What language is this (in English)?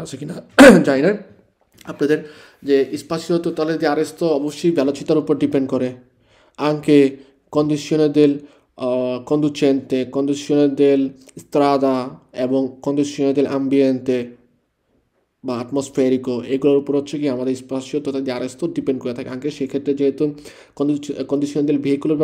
Bangla